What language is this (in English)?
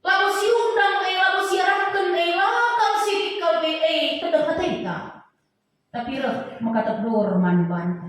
Batak Karo